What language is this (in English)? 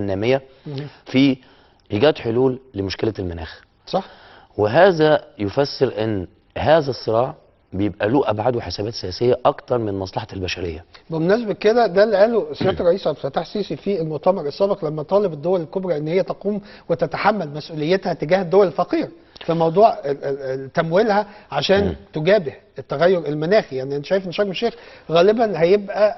Egyptian Arabic